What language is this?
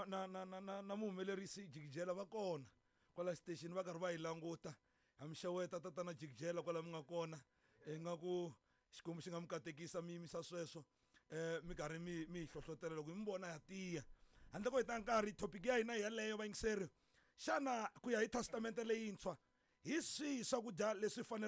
Tsonga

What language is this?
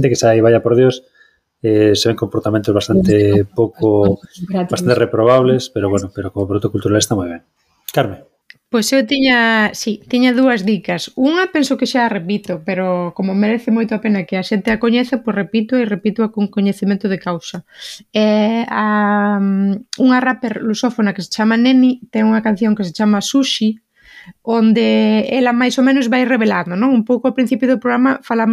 Galician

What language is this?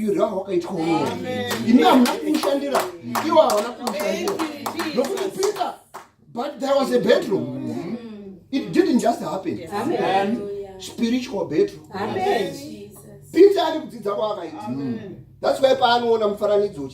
Shona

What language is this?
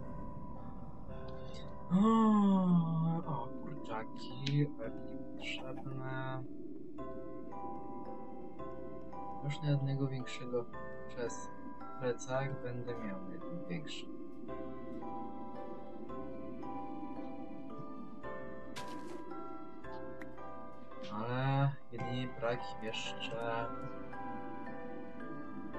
Polish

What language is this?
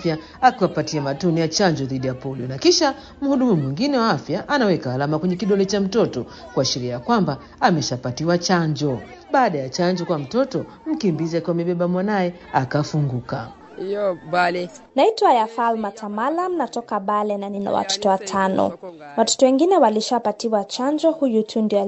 Swahili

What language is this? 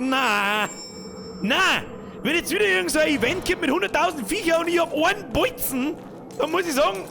Bavarian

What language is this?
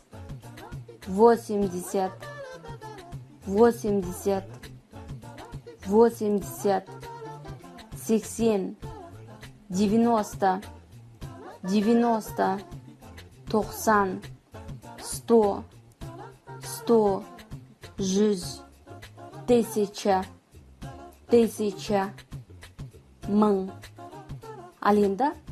Kazakh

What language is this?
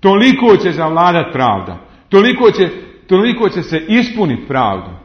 Bosnian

